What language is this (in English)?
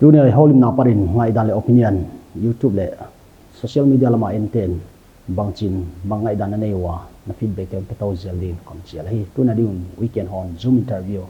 Paite Chin